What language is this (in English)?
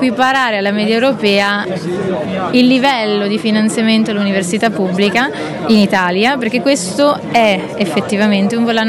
Italian